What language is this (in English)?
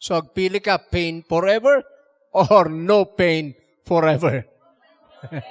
Iloko